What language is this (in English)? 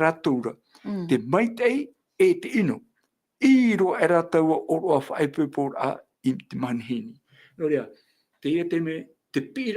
Tahitian